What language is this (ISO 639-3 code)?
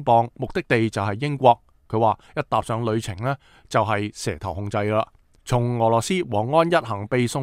yue